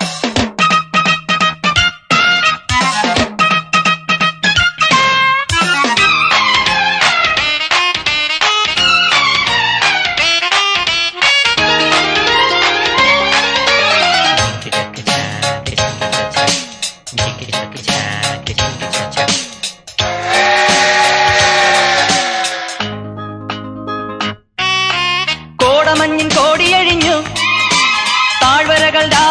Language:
Malayalam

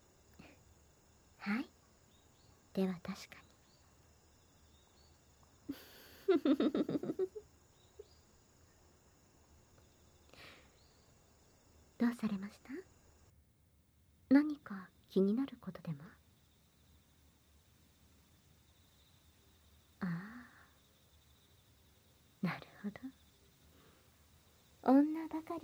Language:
Japanese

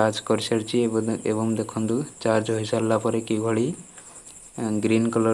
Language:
Odia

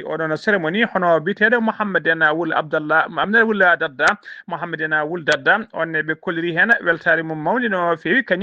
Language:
Fula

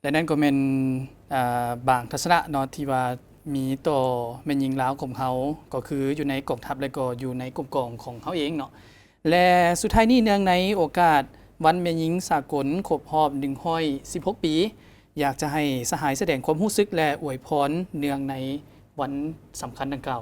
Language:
Lao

